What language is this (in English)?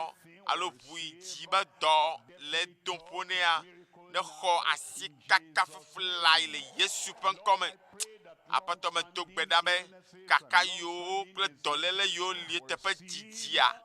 Ewe